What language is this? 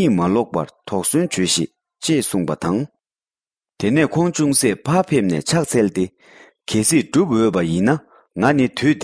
Tibetan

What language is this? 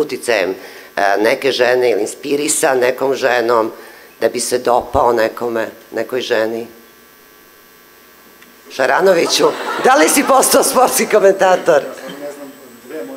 Serbian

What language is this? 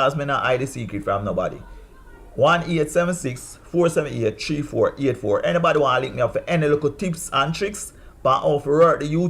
Jamaican Creole English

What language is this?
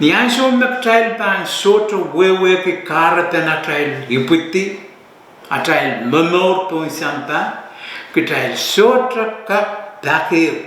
Pohnpeian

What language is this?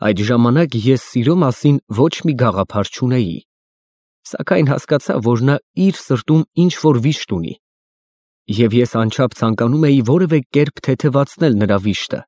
Armenian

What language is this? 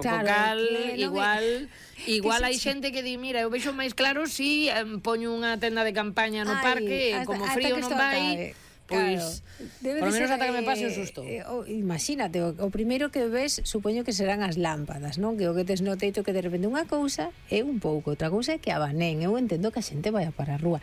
Galician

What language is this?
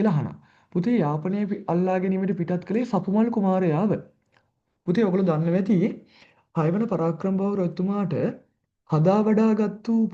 Sinhala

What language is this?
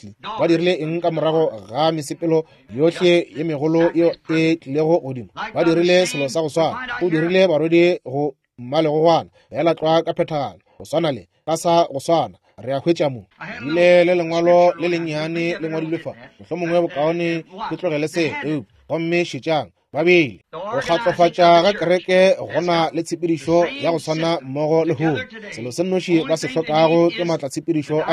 Northern Sotho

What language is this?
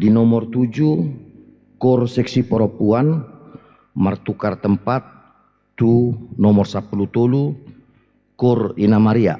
Batak Toba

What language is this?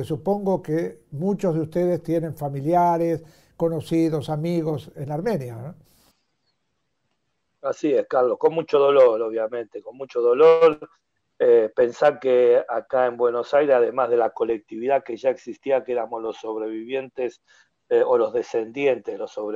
Spanish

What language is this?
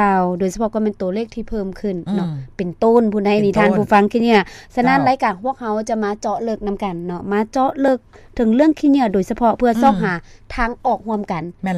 Lao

